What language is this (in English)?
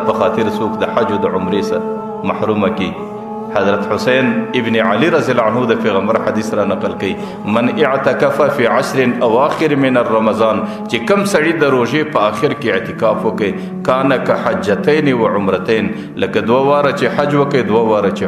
Pashto